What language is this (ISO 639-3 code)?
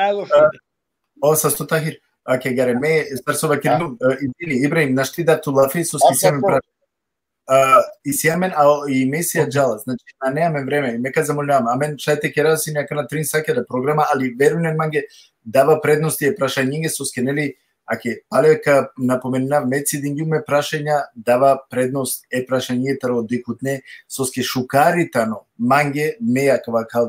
rmn